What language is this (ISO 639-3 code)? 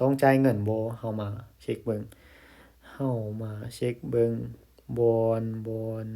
lao